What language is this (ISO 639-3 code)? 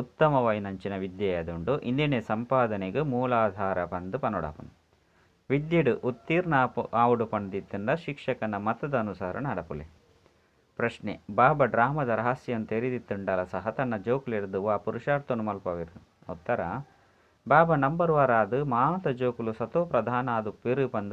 tcy